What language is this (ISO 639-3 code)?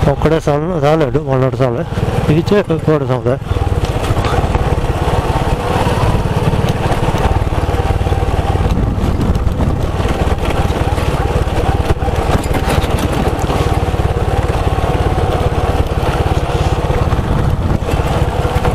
kan